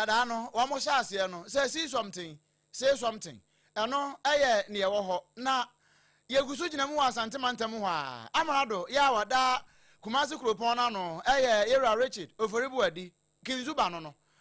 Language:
Akan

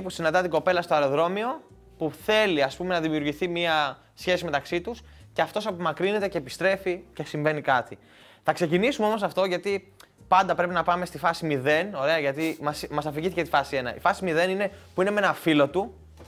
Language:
Greek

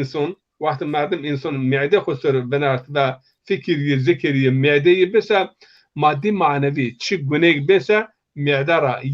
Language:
Zaza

